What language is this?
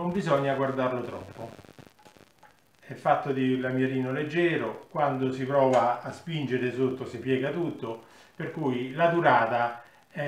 Italian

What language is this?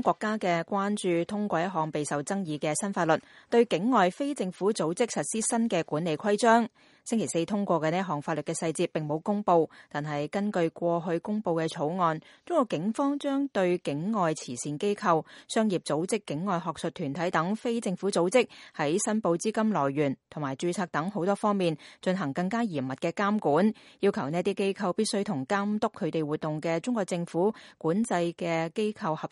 Cantonese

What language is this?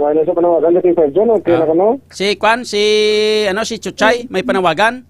Hiligaynon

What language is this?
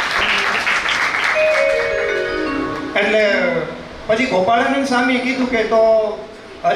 Gujarati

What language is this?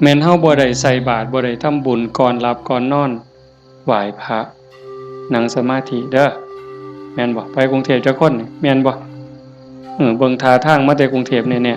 Northeastern Thai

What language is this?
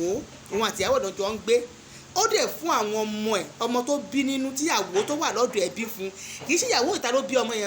Yoruba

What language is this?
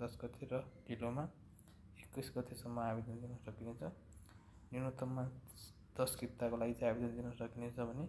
Nepali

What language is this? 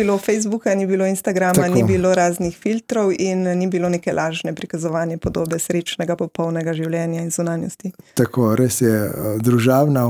Slovenian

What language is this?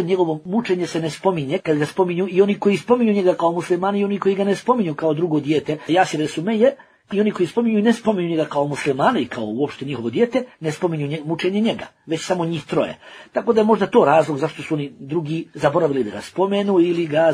Bosnian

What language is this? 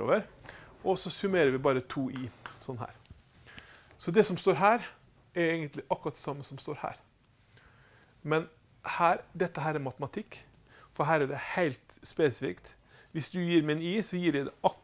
Norwegian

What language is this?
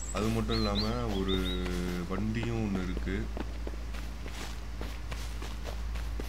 Tamil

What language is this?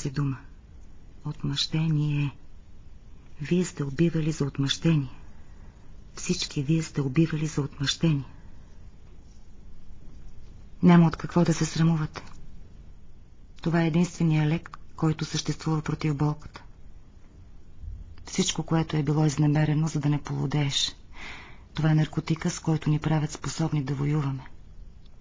Bulgarian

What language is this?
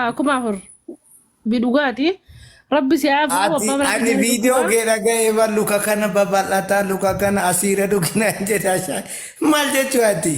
Oromo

